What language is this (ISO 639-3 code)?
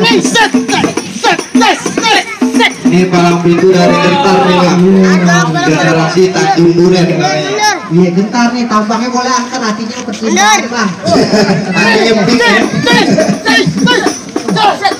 bew